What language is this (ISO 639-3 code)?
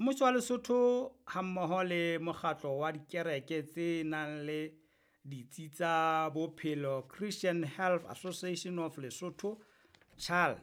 sot